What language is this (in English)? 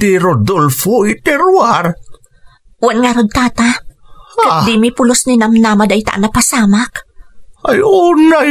Iloko